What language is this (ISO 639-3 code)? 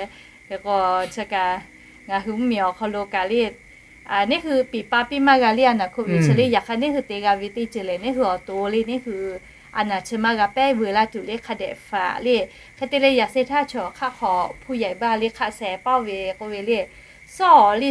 lhu